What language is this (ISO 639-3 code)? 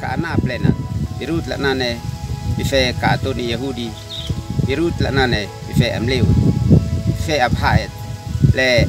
aoz